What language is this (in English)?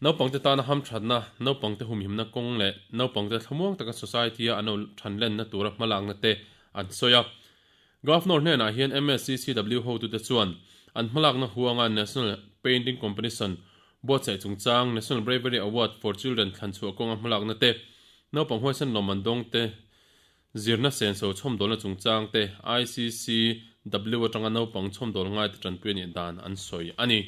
Mizo